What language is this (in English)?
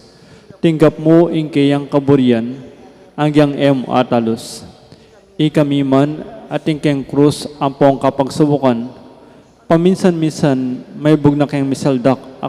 Pampanga